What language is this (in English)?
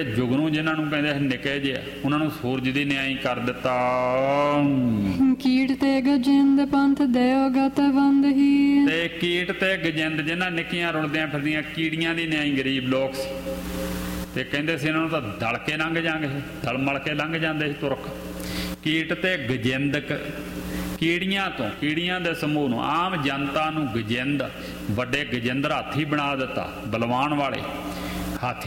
Punjabi